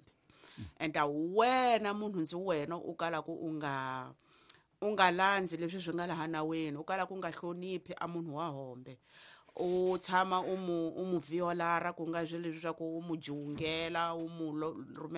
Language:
Tsonga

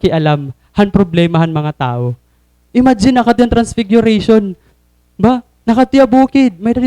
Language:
Waray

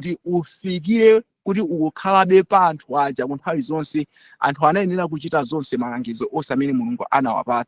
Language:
Nyanja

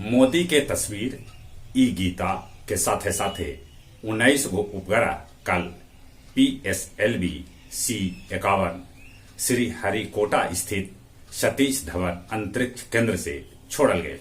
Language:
Magahi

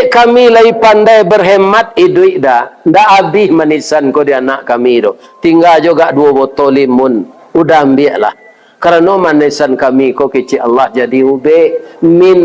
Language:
Minangkabau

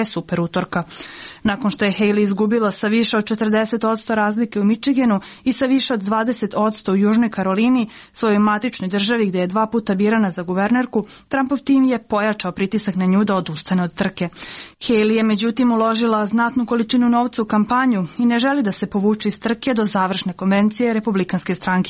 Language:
Serbian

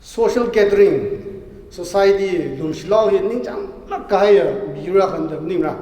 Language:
Tangkhul Naga (India)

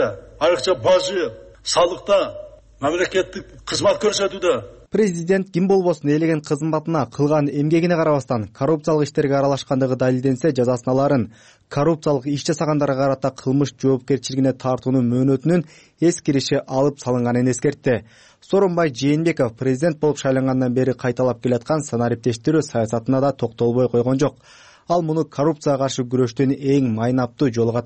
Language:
Kyrgyz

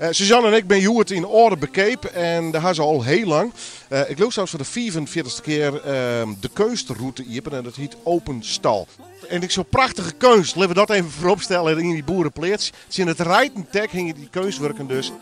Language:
Western Frisian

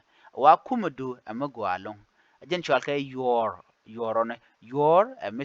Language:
Nuer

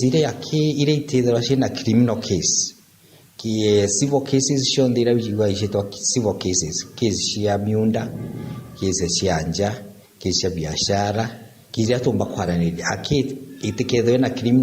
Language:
Meru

